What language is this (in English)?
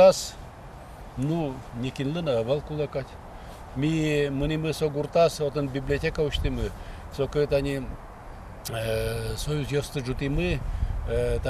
Udmurt